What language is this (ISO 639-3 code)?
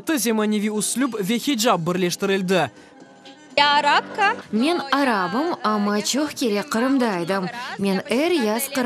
crh